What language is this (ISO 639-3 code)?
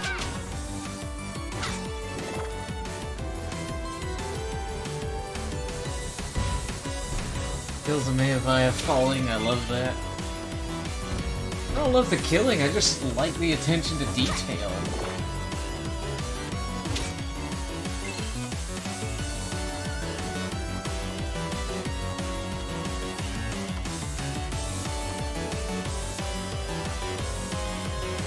eng